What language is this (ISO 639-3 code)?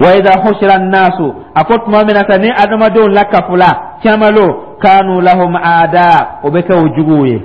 dyu